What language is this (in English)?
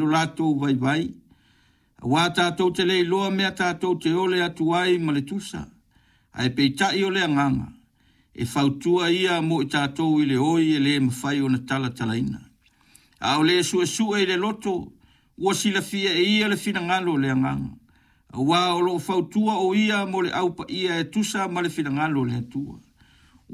Samoan